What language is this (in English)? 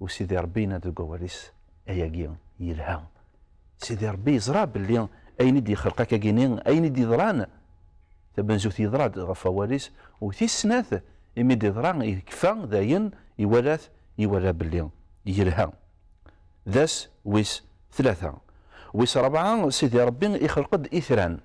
Kabyle